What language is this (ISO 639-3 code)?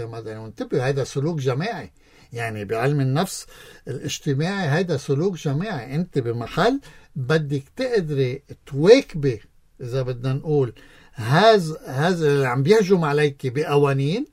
apc